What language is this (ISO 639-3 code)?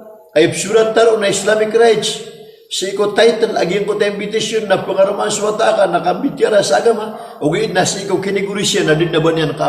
mrw